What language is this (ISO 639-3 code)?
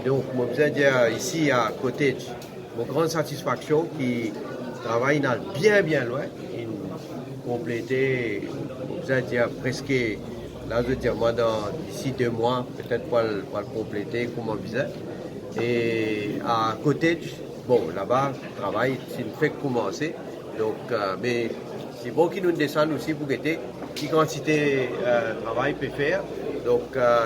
mfe